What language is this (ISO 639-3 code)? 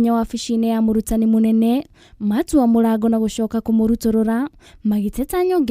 kik